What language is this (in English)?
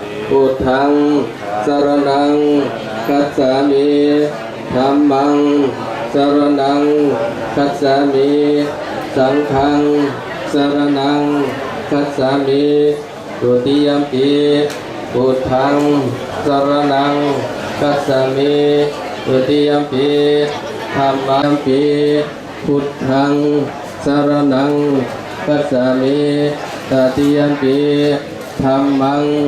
Pali